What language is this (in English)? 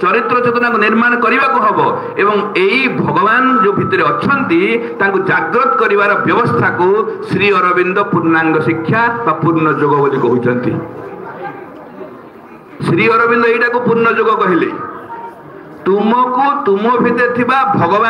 Odia